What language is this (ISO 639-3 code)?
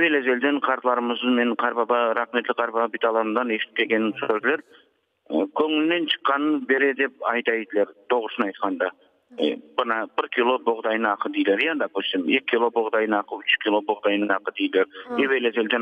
crh